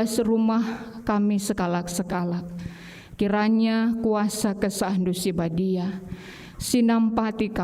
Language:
Batak Karo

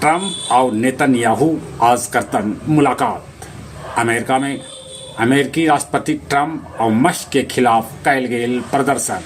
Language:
Magahi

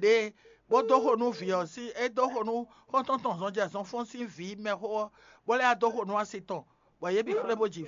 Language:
Fon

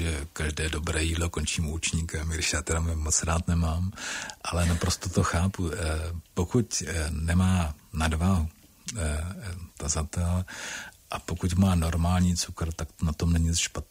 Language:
Czech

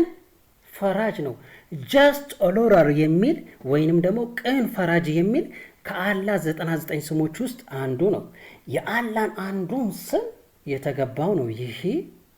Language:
Amharic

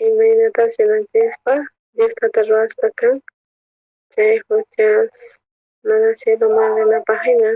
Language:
South Bolivian Quechua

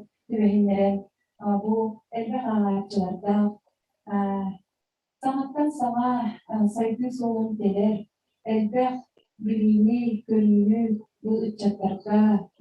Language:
Yakut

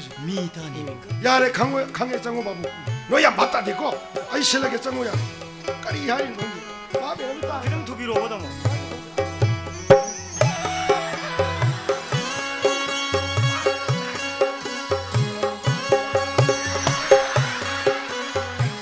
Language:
Korean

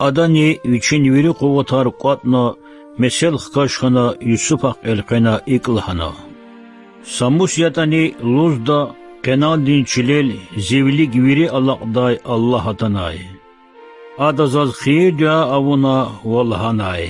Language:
Lezghian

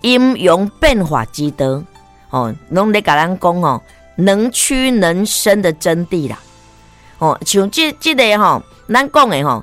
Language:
Min Nan Chinese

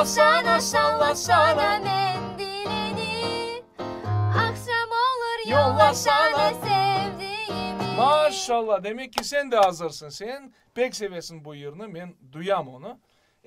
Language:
Crimean Tatar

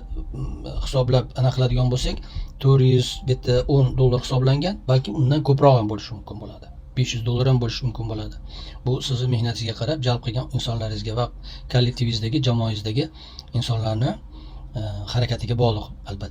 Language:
Uzbek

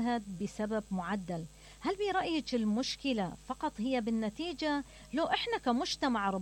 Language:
Mesopotamian Arabic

